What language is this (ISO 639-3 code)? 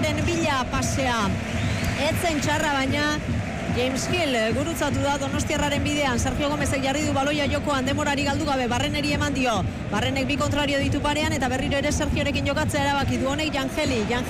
eus